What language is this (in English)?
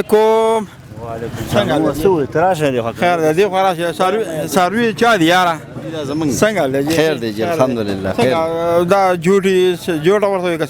Pashto